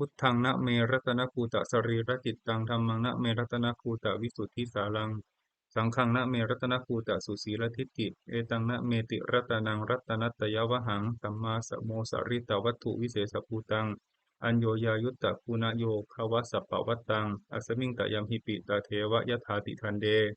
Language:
Pali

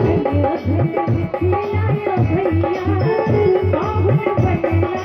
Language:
Maithili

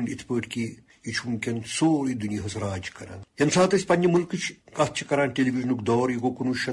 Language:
Kashmiri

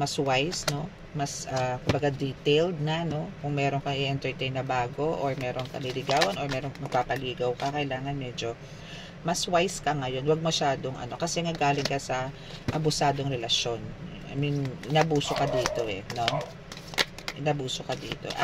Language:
Filipino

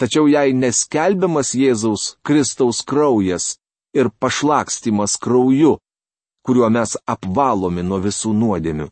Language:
Lithuanian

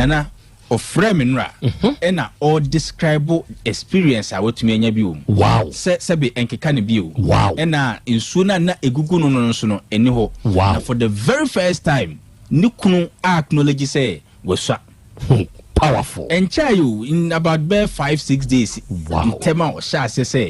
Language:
Akan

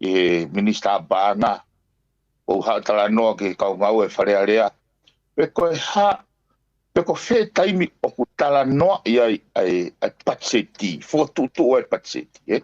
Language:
Tongan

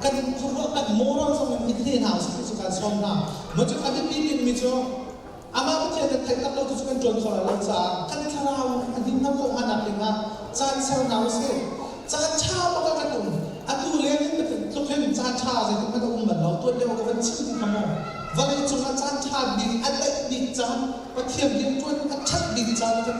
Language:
Hakha Chin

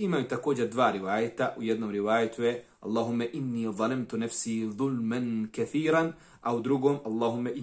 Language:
Bosnian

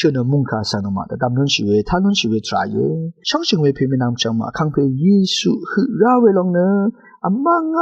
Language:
Rawang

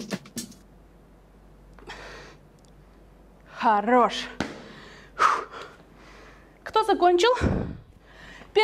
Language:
Russian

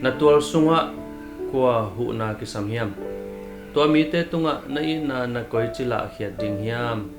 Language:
Tedim Chin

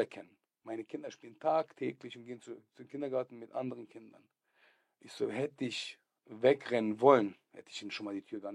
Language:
Swiss German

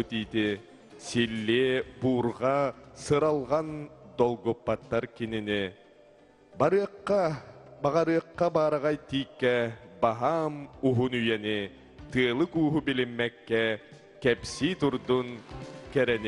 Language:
Yakut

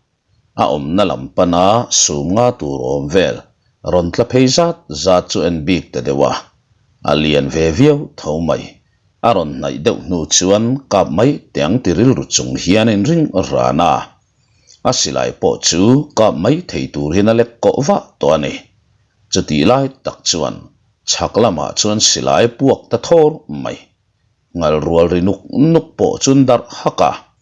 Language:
Mizo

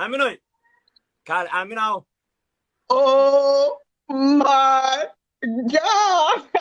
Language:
Somali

